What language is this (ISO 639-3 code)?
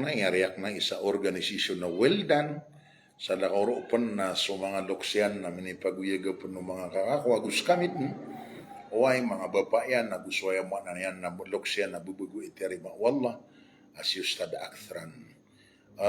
mrw